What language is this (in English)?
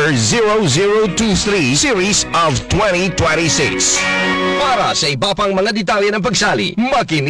Filipino